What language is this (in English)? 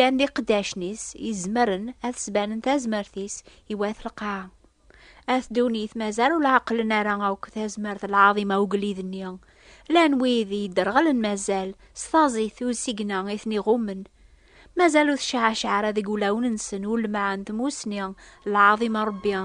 Kabyle